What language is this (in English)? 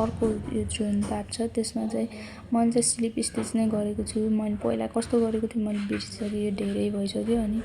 Nepali